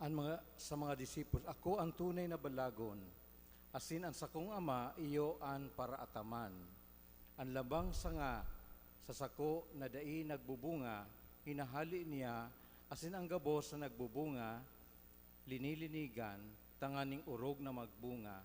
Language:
Bikol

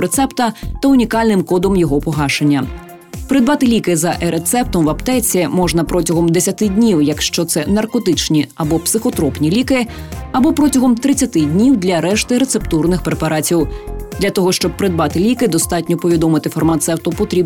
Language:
Ukrainian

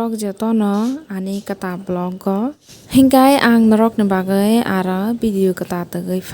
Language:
Kok Borok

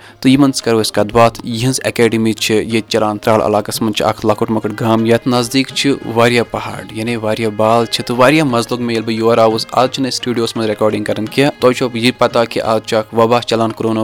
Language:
Kashmiri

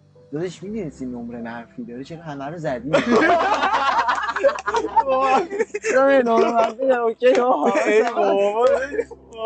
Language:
Persian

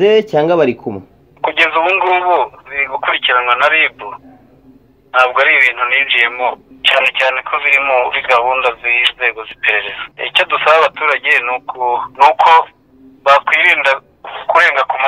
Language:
Kinyarwanda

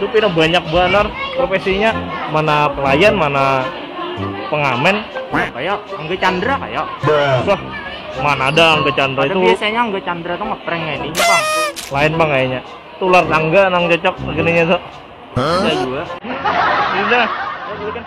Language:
Banjar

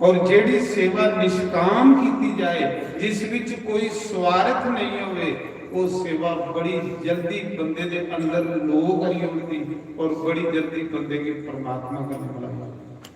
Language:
Dogri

